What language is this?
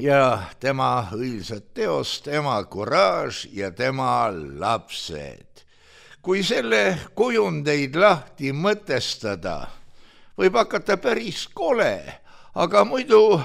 Estonian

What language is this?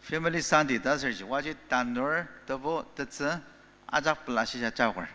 Ao Naga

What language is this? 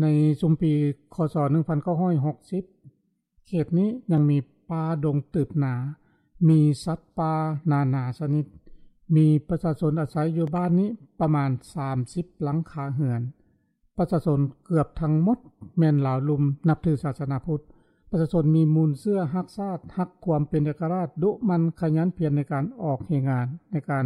Lao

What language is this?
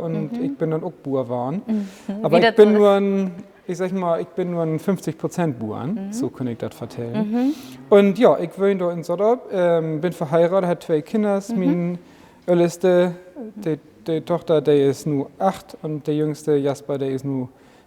Low German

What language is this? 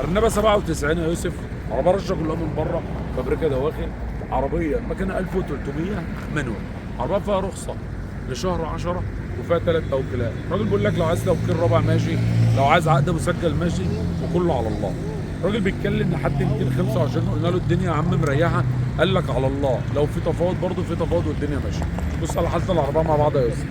Egyptian Arabic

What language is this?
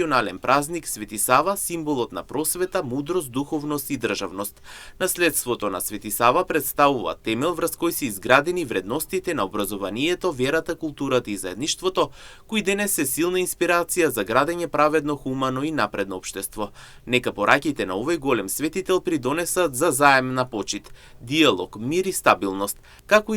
Macedonian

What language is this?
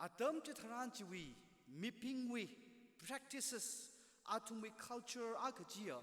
Tangkhul Naga (India)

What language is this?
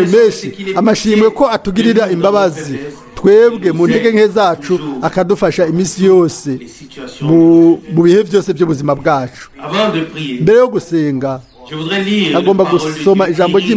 Rundi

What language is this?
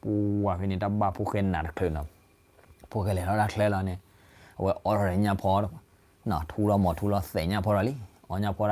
S'gaw Karen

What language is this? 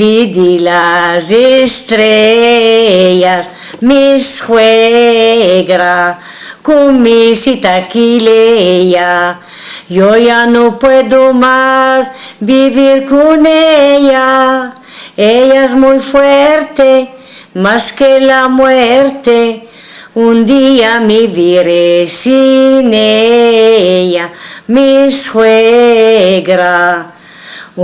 Ladino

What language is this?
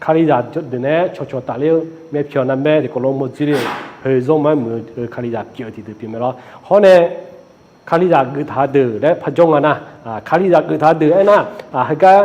Akha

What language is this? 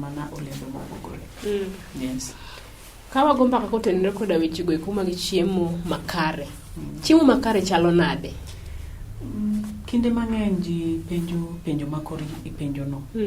Luo (Kenya and Tanzania)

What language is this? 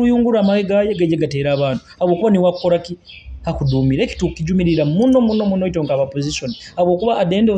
Nyoro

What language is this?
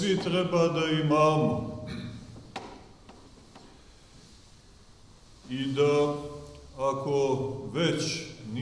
Serbian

